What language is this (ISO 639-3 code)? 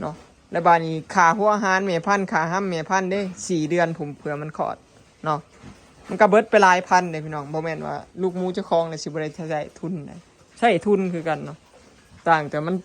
lao